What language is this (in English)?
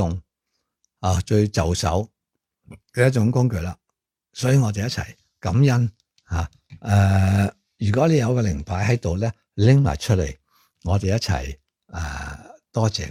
Cantonese